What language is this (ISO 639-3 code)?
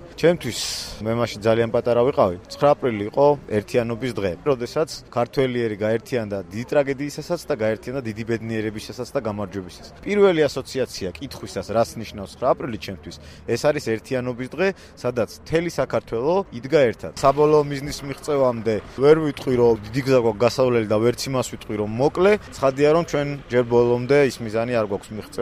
kat